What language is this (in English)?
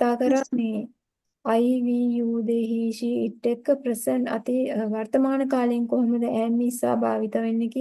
Sinhala